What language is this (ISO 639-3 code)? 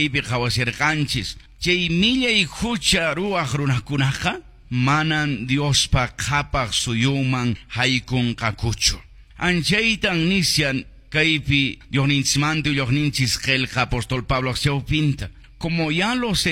que